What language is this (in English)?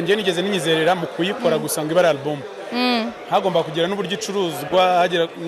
Kinyarwanda